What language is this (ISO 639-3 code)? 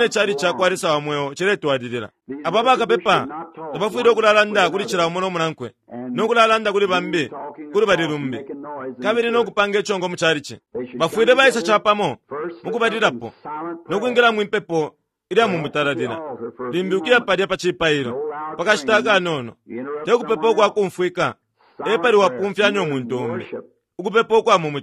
bem